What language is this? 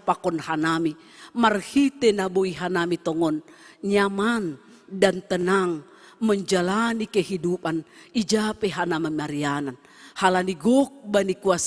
Batak Simalungun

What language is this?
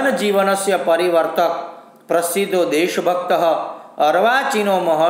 Gujarati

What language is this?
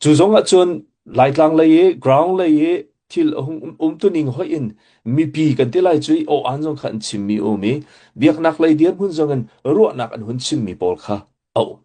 Hakha Chin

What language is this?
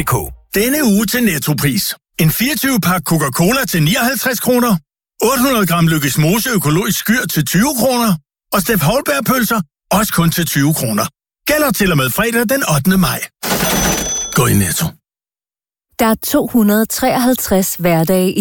Danish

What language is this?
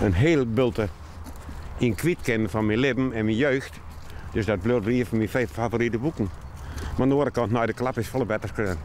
Western Frisian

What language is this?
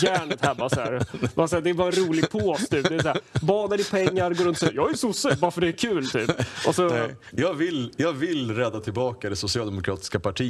Swedish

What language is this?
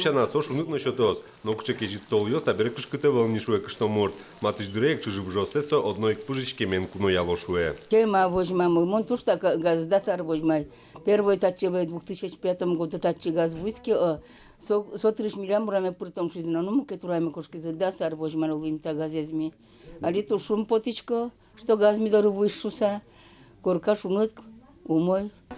Udmurt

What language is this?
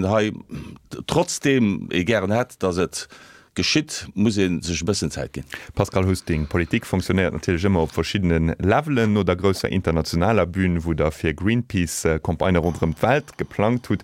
Luxembourgish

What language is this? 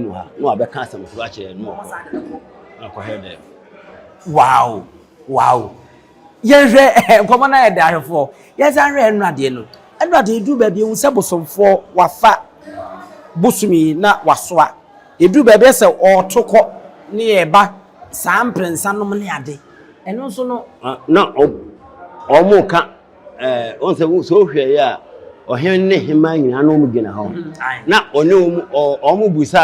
Akan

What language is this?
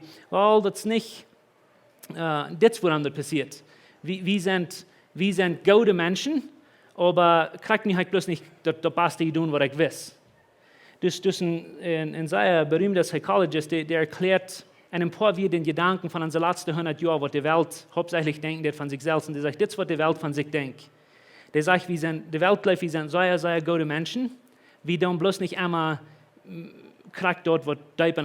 Plautdietsch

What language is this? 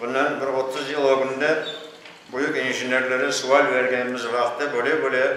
Crimean Tatar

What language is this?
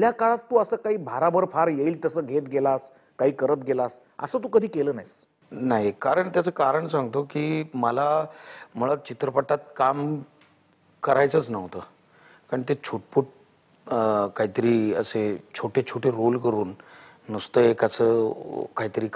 Marathi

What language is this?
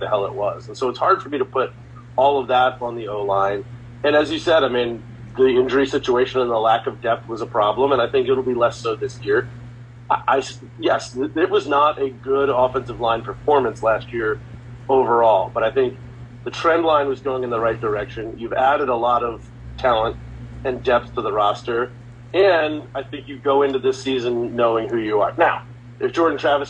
English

